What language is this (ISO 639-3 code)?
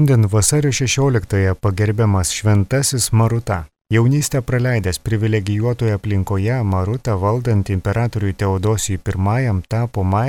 lit